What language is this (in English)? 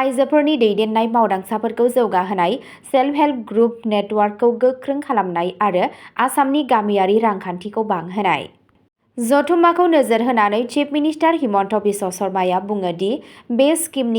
Bodo